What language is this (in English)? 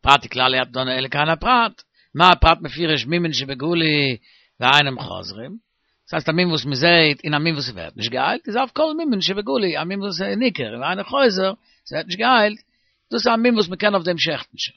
Yiddish